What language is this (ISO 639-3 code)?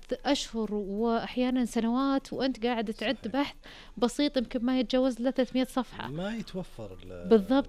ars